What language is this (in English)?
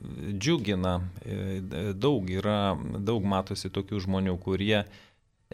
Lithuanian